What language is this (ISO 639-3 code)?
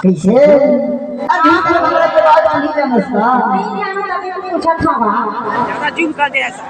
hne